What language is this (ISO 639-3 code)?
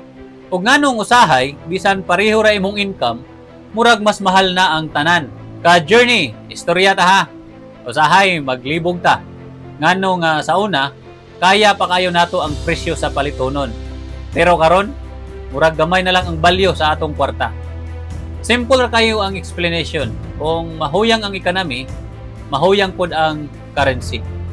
ceb